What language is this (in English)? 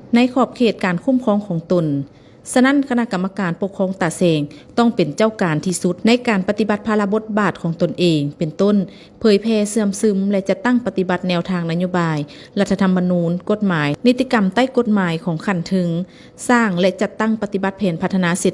Lao